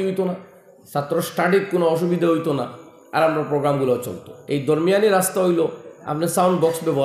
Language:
Sylheti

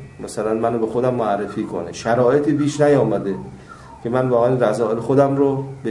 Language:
Persian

